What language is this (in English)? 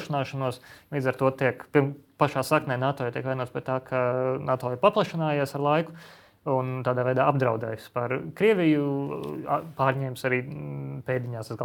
Latvian